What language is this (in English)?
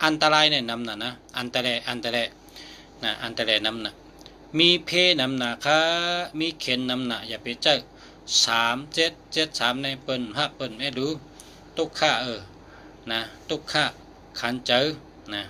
Shan